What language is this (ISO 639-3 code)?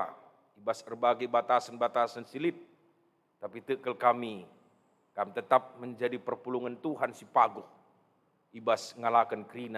btx